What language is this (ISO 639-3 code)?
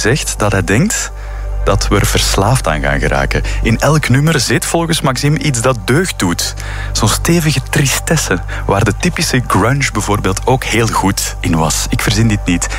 nld